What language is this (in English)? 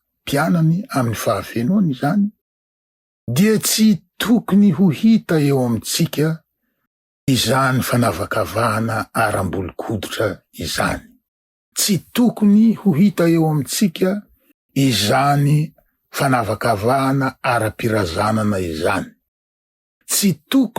Malagasy